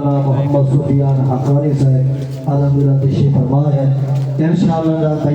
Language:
Saraiki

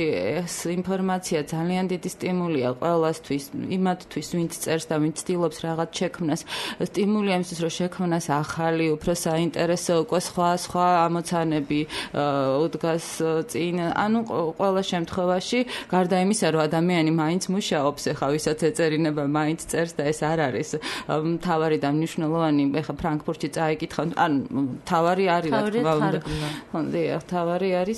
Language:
Georgian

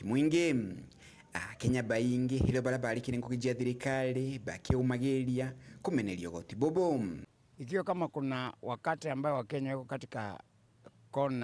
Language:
Meru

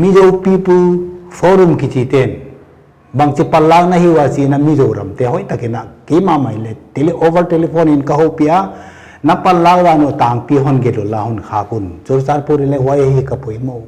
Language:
Paite Chin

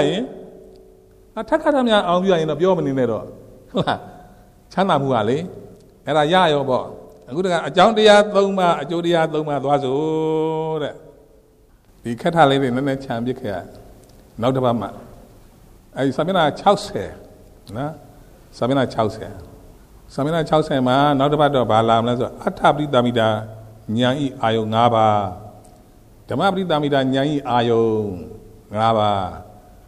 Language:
Burmese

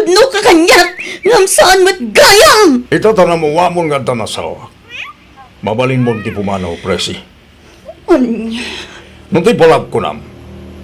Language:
Iloko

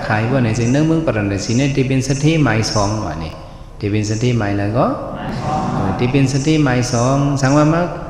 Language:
Shan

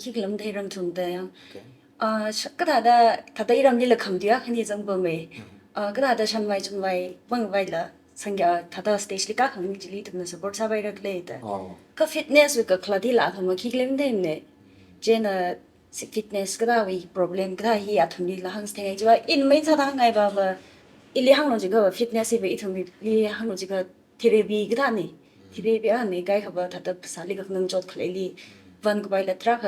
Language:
Tangkhul Naga (India)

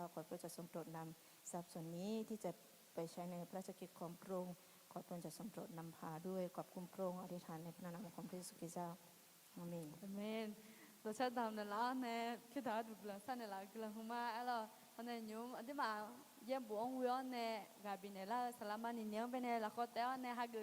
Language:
Akha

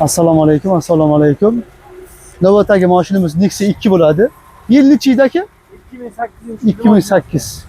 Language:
Uzbek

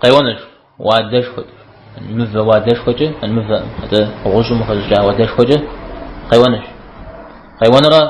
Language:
Kabardian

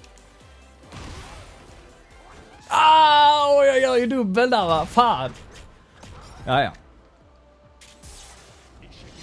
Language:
Swedish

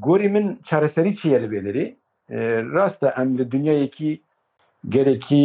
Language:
Kurdish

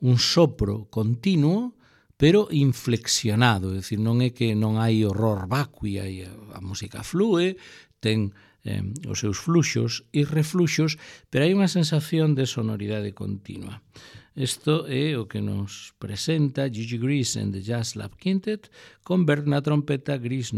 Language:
Galician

